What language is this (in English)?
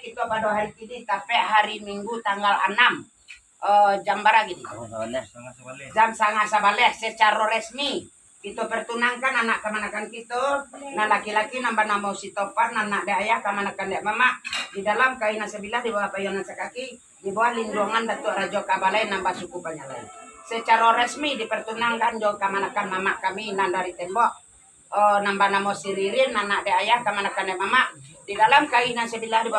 Minangkabau